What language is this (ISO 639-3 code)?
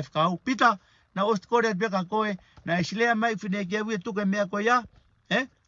ton